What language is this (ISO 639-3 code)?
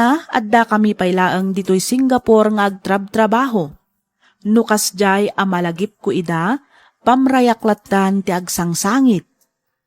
ilo